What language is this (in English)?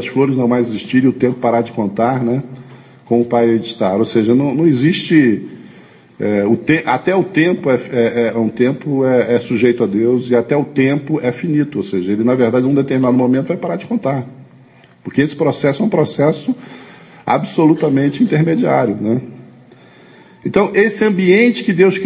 Portuguese